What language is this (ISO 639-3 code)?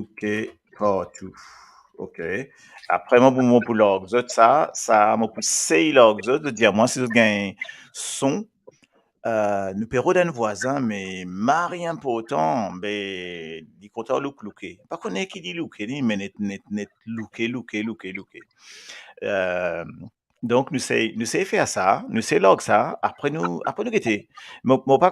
mfe